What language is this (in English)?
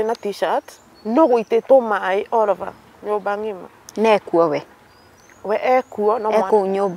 Kikuyu